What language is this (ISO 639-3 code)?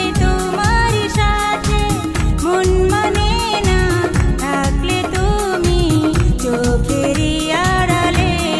ben